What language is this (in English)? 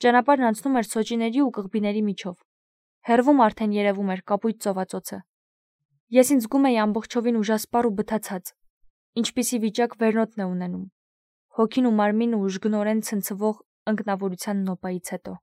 Armenian